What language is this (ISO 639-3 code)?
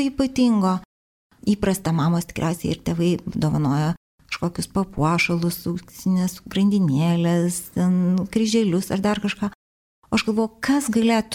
lit